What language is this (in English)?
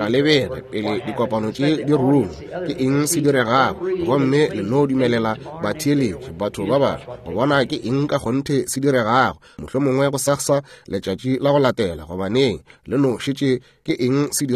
Northern Sotho